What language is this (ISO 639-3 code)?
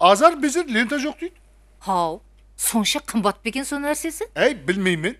kaa